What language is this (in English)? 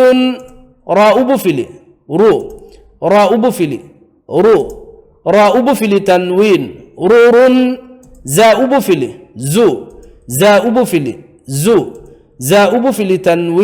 Divehi